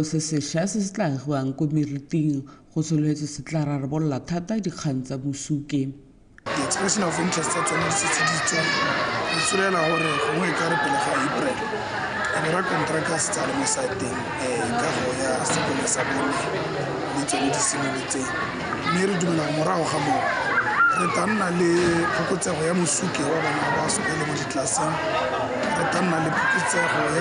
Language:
Tswana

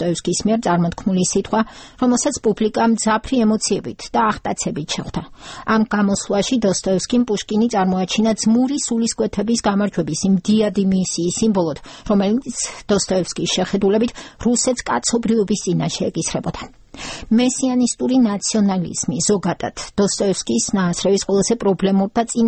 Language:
Georgian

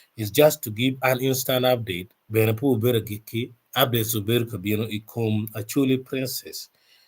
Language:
Acoli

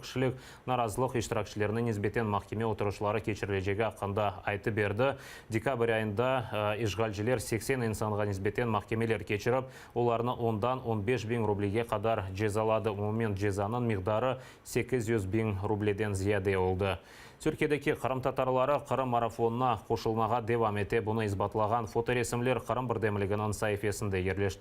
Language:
Crimean Tatar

